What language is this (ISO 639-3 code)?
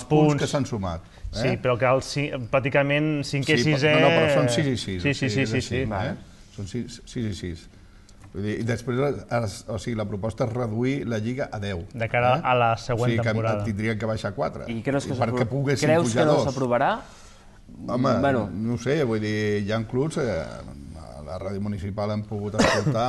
cat